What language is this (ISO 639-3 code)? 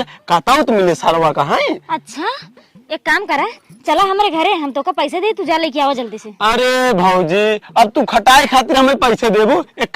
awa